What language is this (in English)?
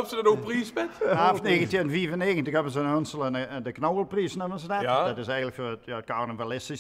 Limburgish